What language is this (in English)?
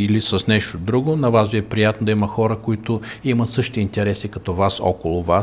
Bulgarian